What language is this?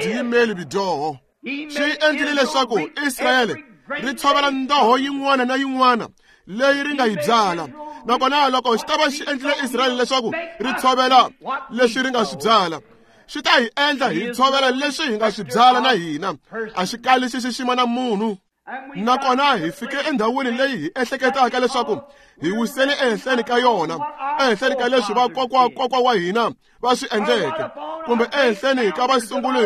Tsonga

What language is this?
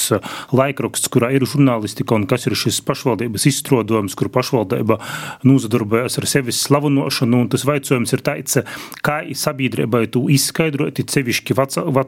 Latvian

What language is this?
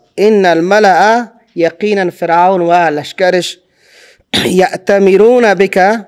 Persian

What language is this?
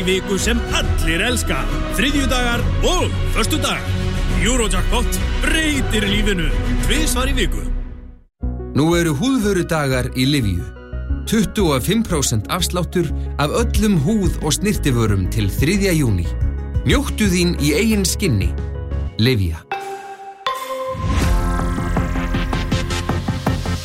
Icelandic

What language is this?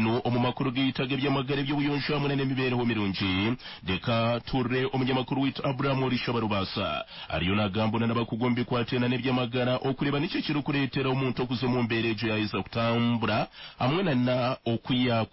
Nyankole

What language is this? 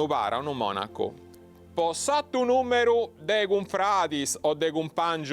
Sardinian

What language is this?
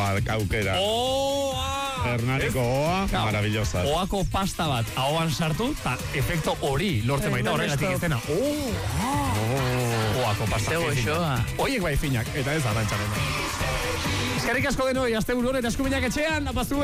Basque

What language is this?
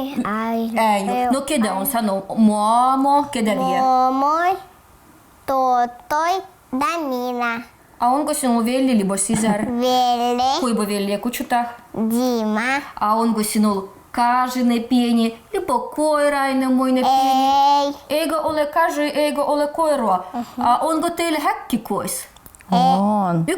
Livvi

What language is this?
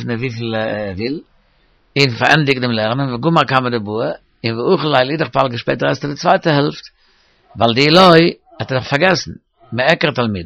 Yiddish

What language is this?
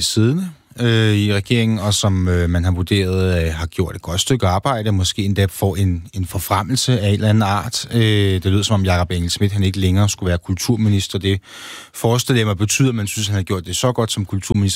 Danish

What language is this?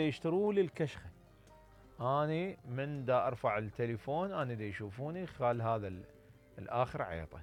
Mesopotamian Arabic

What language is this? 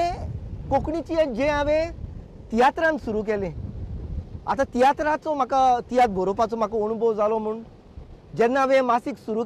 Konkani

